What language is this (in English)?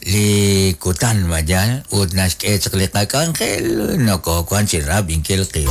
Kekchí